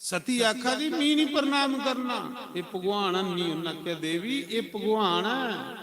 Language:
Dogri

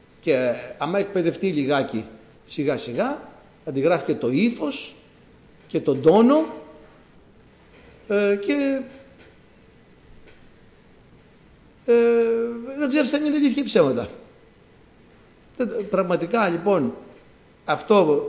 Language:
Greek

